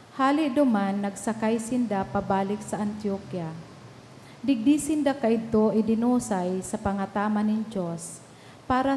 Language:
Bikol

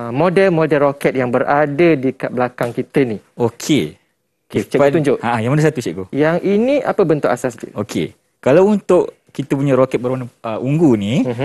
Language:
Malay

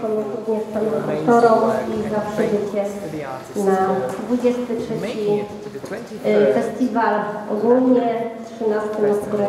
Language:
Polish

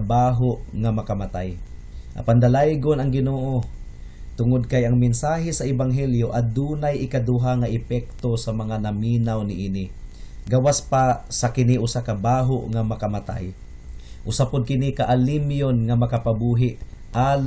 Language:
Cebuano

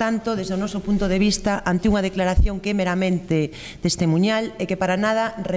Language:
Galician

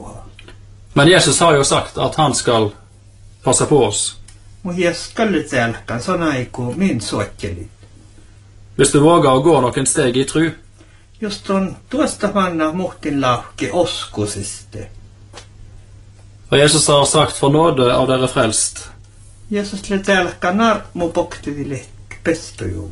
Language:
Norwegian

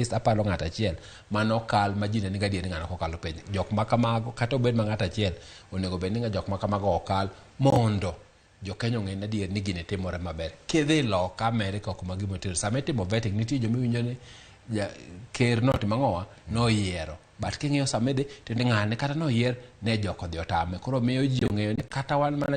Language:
Luo (Kenya and Tanzania)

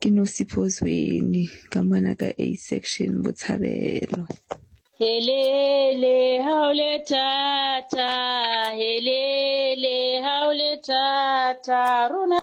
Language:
Southern Sotho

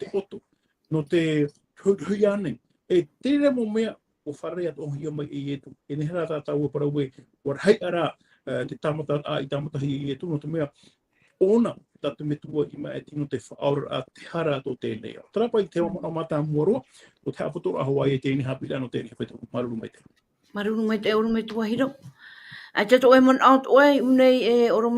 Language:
Tahitian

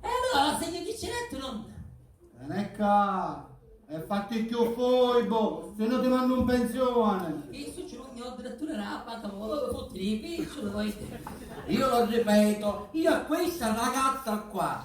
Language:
Sicilian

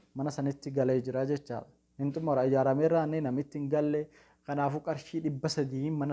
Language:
Oromo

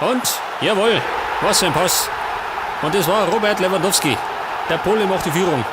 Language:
Bavarian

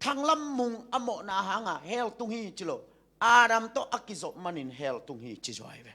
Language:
Tedim Chin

